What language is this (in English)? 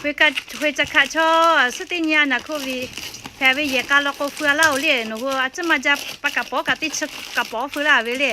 Lahu